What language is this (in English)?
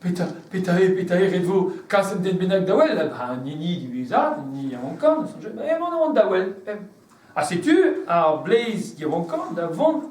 Breton